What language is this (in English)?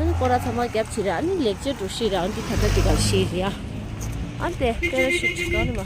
Tibetan